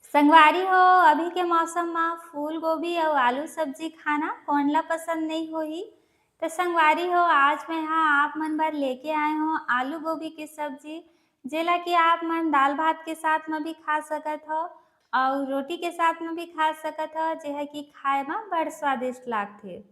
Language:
Chhattisgarhi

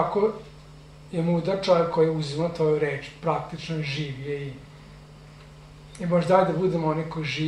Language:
Serbian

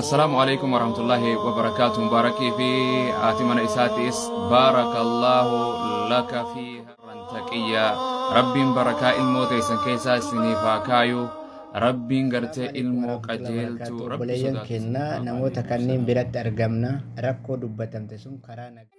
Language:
Oromo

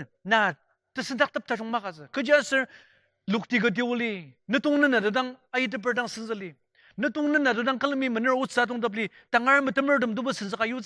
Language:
Ao Naga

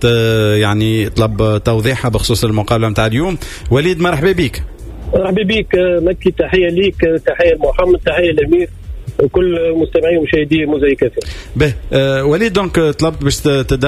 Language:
Tunisian Arabic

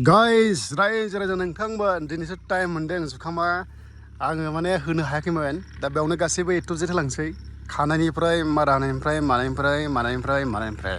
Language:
Bodo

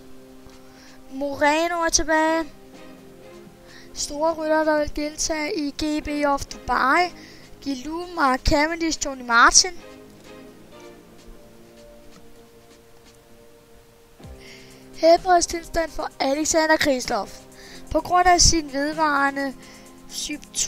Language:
Danish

